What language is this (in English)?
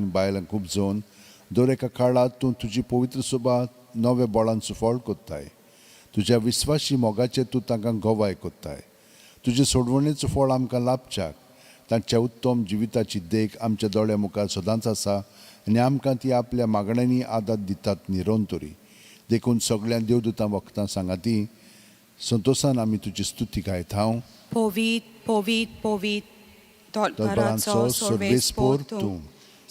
Konkani